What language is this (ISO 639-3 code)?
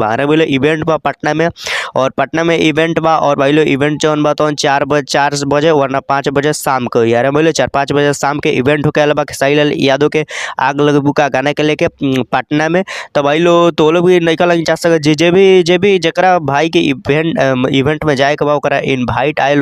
bho